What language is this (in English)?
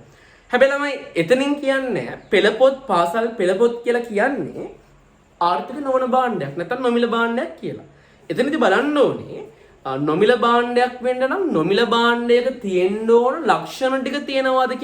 Sinhala